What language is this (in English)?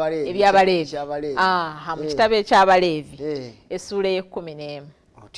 Ganda